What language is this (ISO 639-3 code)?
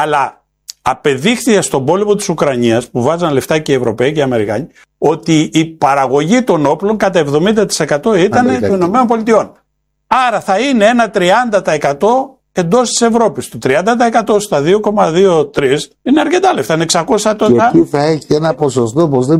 ell